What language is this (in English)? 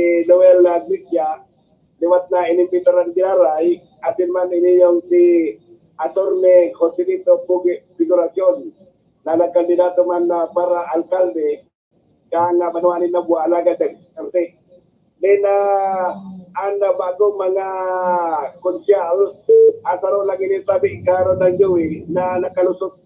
Bikol